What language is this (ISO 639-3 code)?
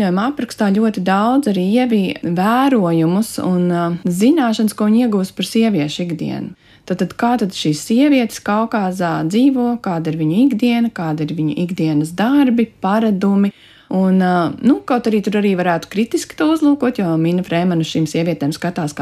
lav